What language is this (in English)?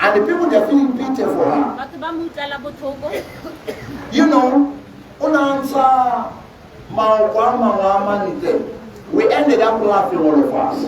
Tswana